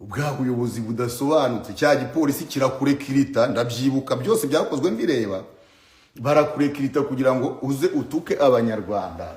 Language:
Kinyarwanda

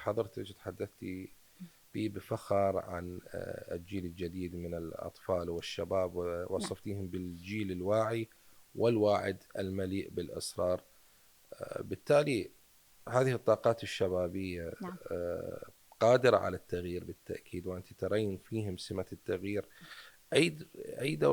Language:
Mesopotamian Arabic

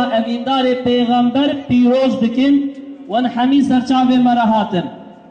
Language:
Kurdish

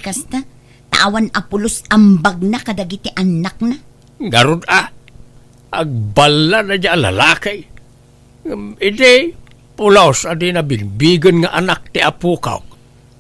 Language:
Iloko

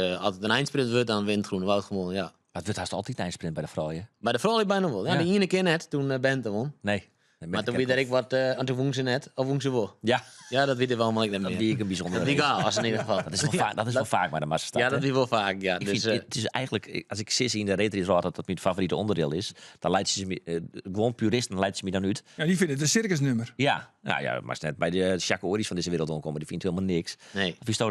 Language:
Western Frisian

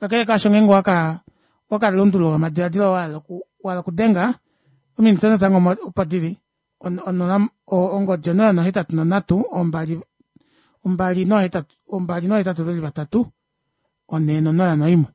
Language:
Kuanyama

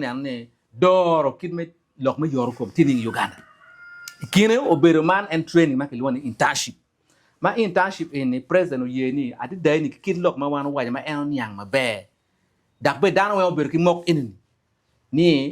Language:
Acoli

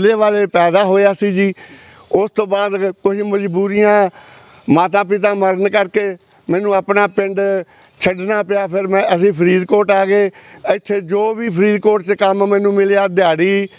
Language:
Punjabi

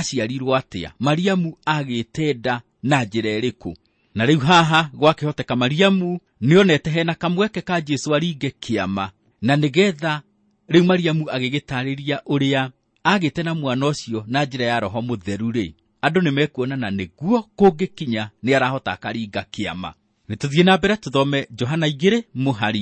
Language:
Kikuyu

